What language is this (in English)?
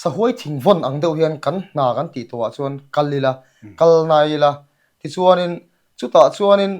Mizo